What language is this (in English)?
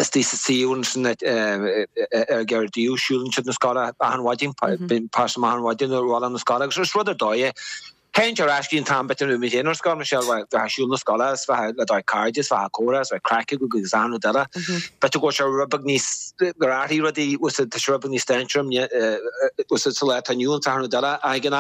Irish